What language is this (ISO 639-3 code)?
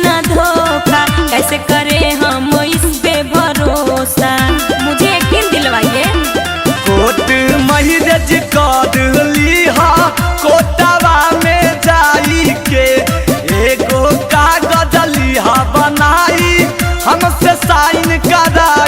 mag